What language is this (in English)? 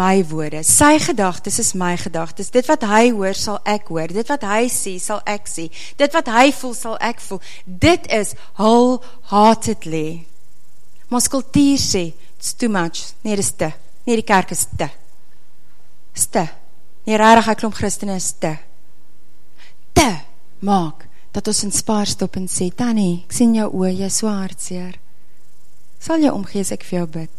Afrikaans